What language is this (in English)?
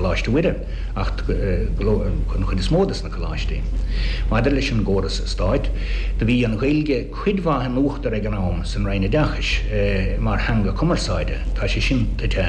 Irish